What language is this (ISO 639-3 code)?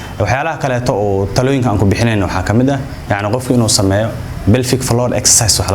som